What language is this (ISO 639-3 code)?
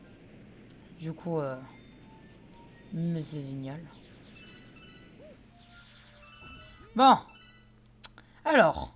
fra